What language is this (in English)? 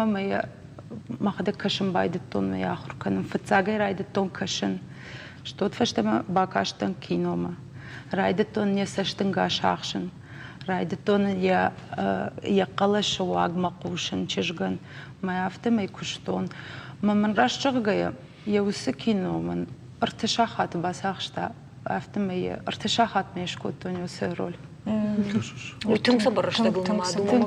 Ossetic